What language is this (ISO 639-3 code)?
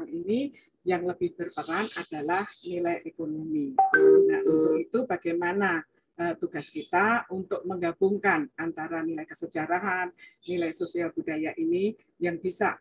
ind